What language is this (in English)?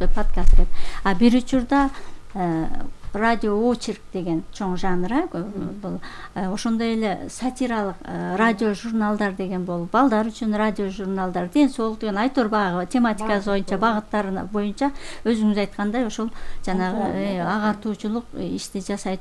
Kyrgyz